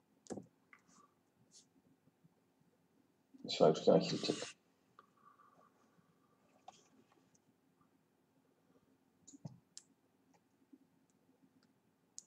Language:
Greek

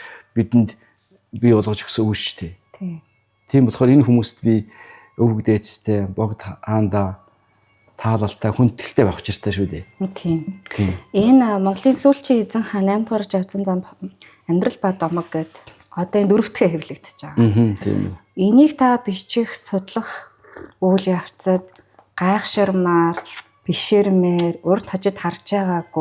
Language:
Mongolian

